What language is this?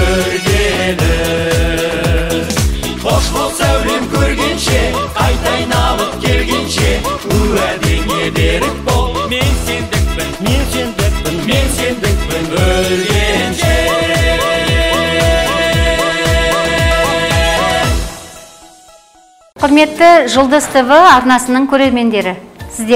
Kazakh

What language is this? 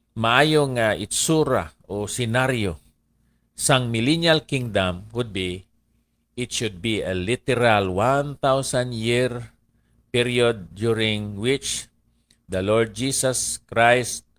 Hiligaynon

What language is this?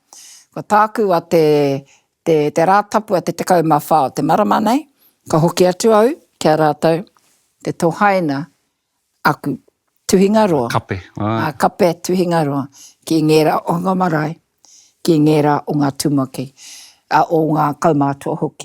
Māori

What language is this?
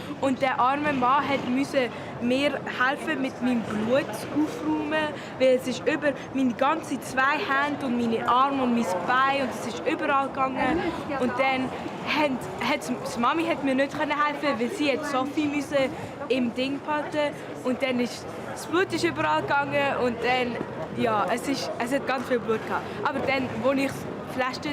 Swiss German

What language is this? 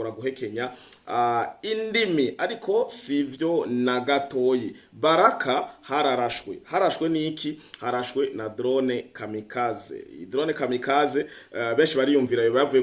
Rundi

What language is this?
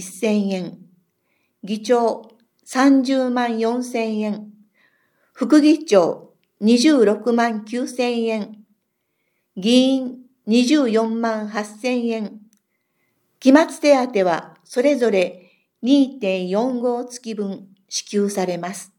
Japanese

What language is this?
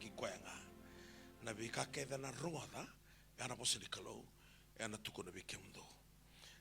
Fijian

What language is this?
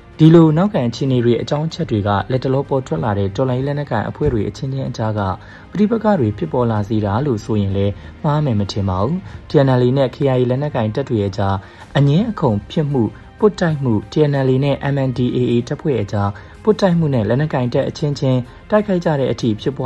Burmese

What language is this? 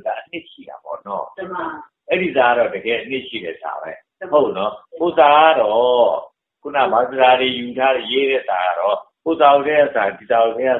Burmese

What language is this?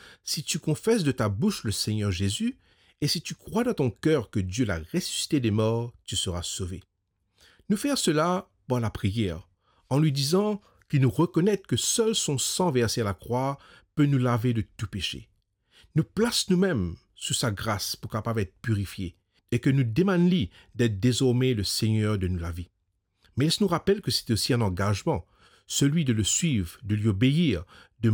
Morisyen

